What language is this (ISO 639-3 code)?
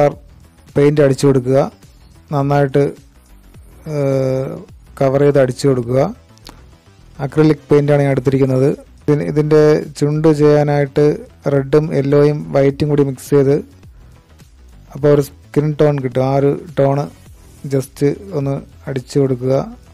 mal